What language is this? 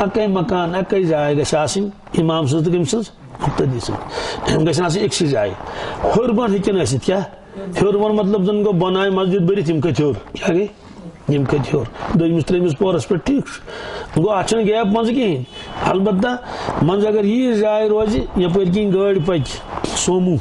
Kashmiri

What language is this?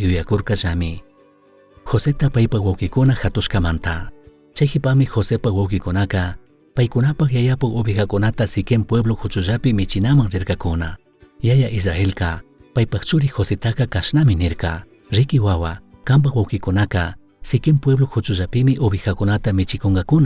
Chimborazo Highland Quichua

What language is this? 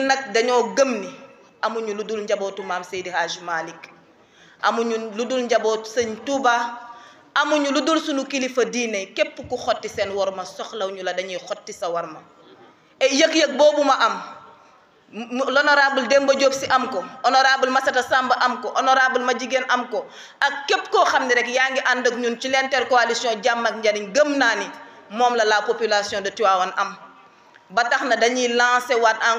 Wolof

